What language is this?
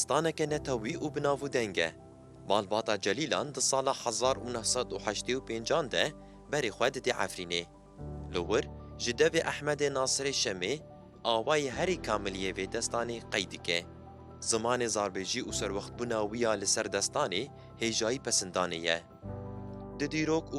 Kurdish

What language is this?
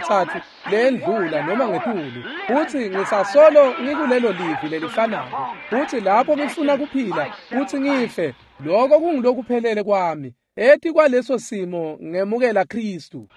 Swati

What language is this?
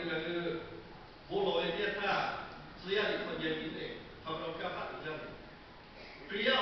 Lahu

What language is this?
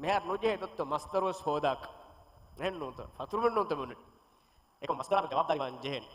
Divehi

